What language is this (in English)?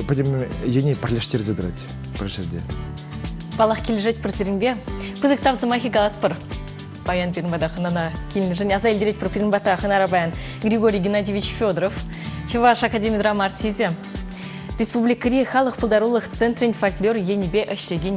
Chuvash